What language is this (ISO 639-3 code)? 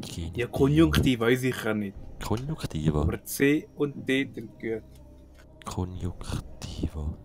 gsw